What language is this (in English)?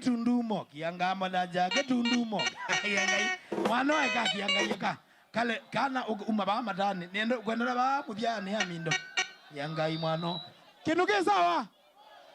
Kamba